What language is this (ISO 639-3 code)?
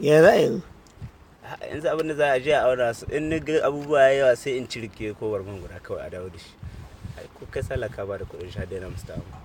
hau